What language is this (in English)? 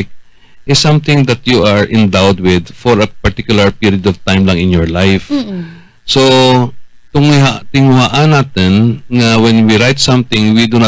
Hiligaynon